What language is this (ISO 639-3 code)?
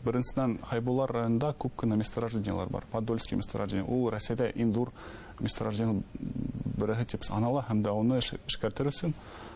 bak